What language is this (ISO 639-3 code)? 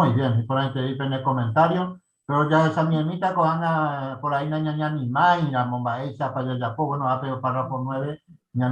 grn